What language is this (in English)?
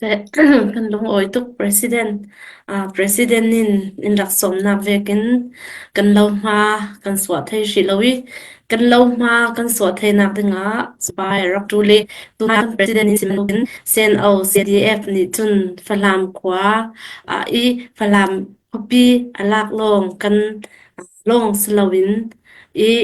Falam Chin